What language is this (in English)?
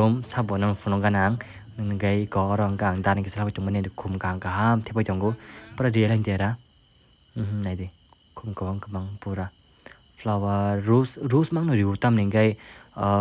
Kok Borok